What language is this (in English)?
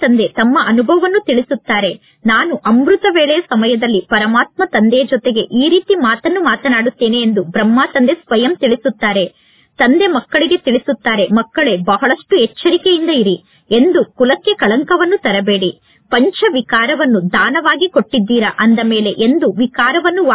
Kannada